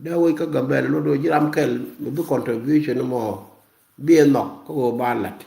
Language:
Nuer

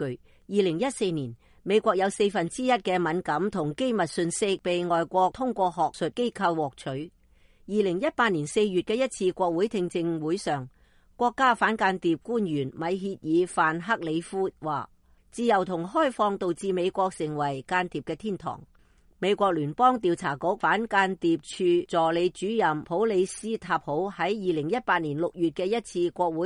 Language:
Cantonese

